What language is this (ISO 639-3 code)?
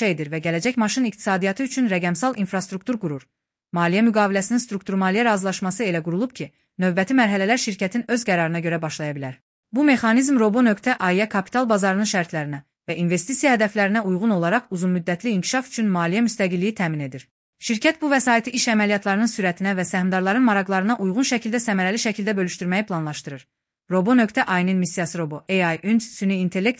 aze